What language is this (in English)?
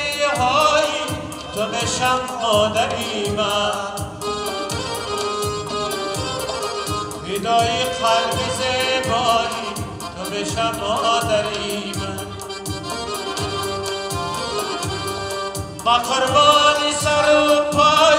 Persian